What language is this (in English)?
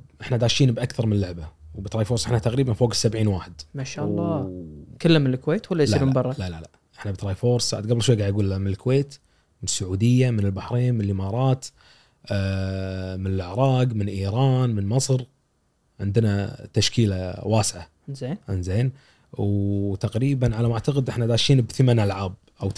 Gulf Arabic